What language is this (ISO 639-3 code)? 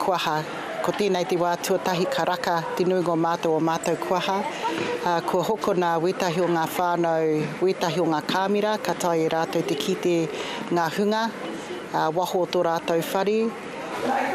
mri